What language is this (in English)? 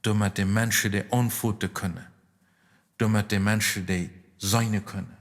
Plautdietsch